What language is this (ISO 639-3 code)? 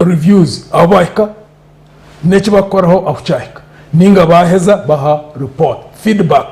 nyn